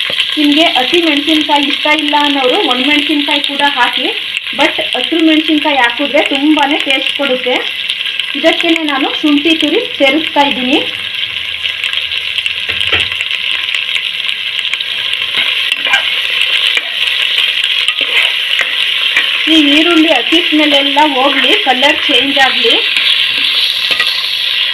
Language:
Kannada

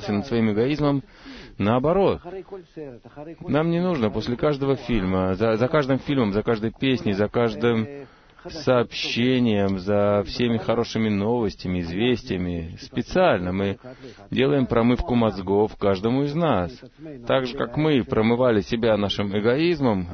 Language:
Russian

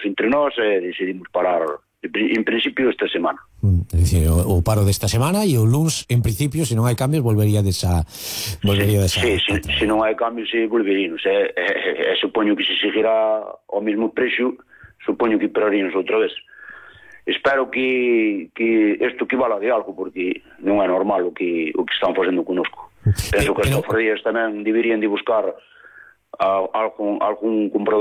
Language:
Galician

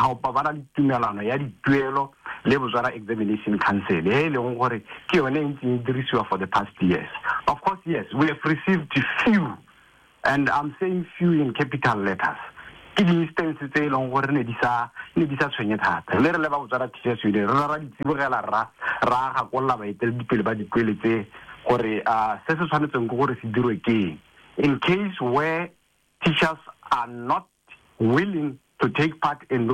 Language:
Tswana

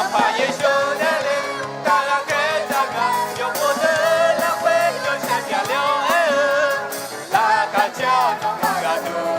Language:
Akha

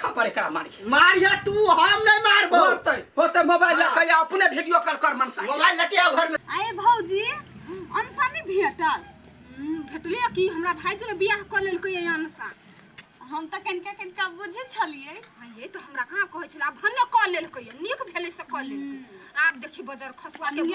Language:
Maithili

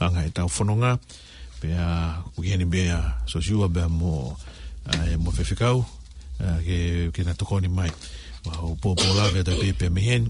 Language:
Tongan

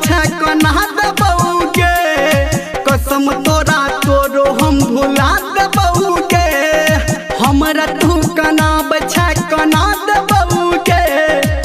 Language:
Maithili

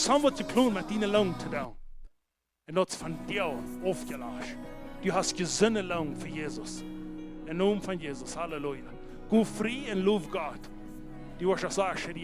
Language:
Plautdietsch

